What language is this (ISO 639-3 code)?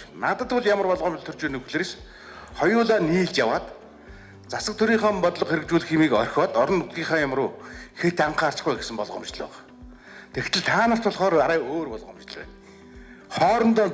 mon